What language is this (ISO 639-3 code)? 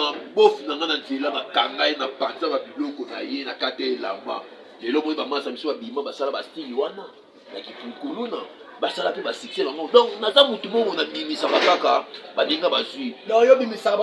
lin